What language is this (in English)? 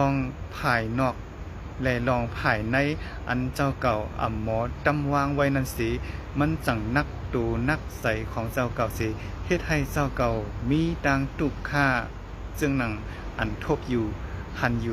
Shan